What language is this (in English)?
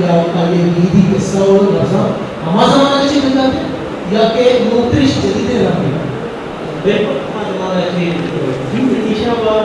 Eastern Balochi